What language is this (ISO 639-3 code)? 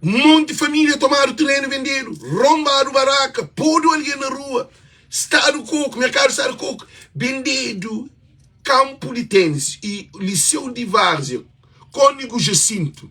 kea